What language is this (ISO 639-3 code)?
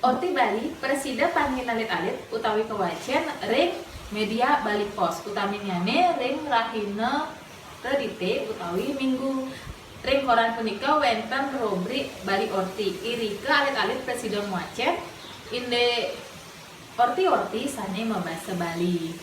ban